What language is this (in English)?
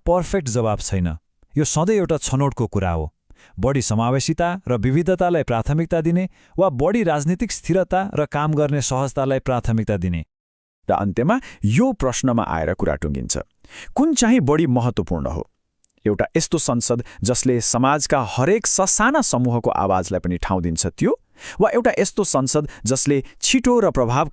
Nepali